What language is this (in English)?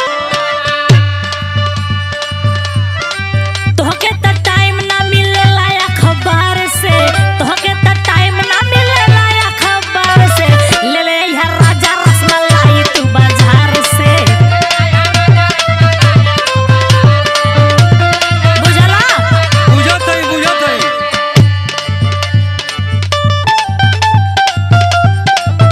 Bhojpuri